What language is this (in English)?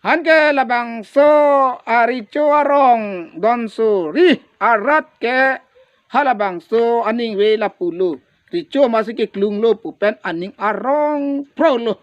Karbi